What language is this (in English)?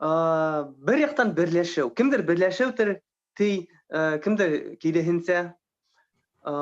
Bashkir